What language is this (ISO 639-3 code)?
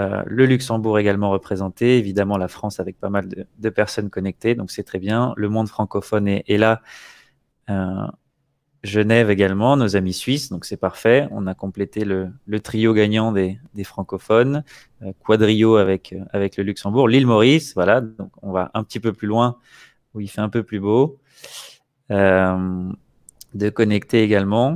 fra